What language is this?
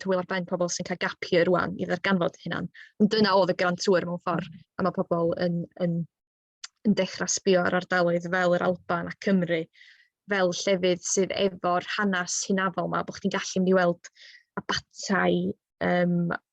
Welsh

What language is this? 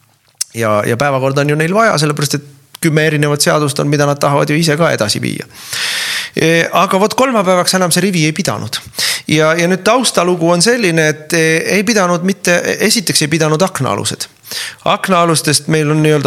Estonian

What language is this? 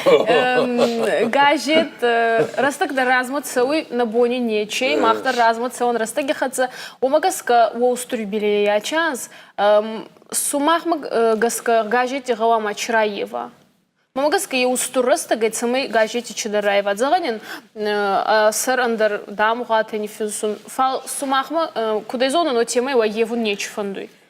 Ossetic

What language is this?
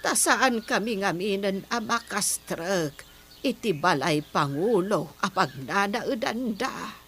Iloko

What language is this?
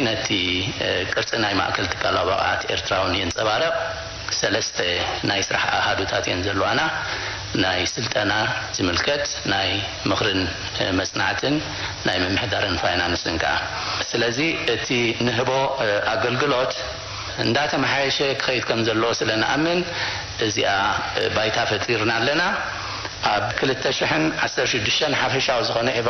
Tigrinya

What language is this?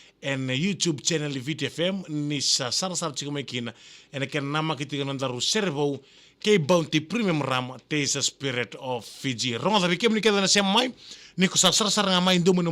Fijian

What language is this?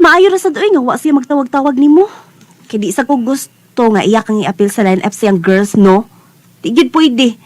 Cebuano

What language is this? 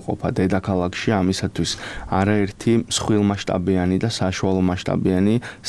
Georgian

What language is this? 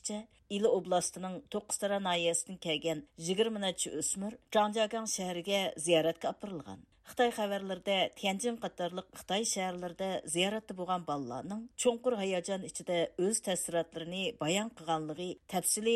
Uyghur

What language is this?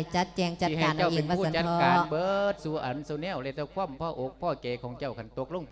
Lao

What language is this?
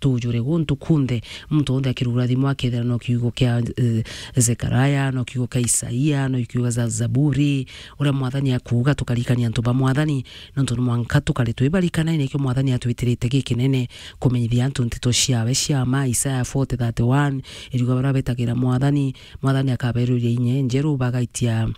Meru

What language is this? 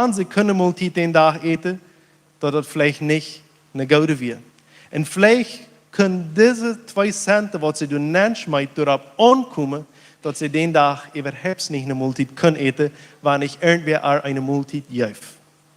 Plautdietsch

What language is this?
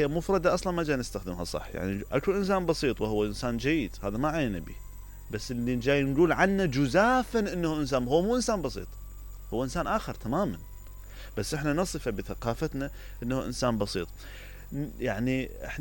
Mesopotamian Arabic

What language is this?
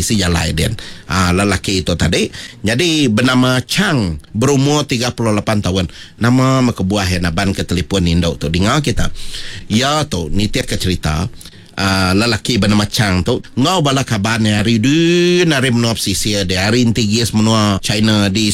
Iban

